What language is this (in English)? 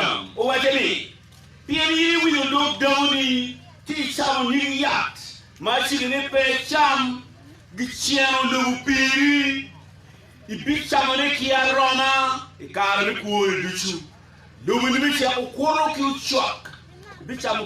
Acoli